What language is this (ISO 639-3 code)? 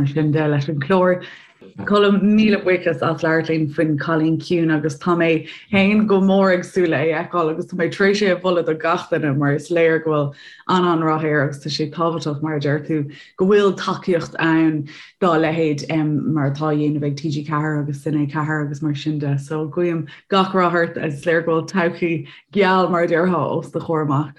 gle